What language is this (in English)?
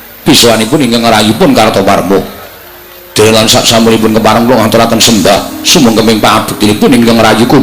Javanese